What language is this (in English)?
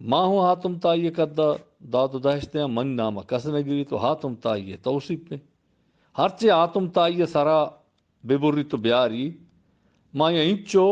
Eastern Balochi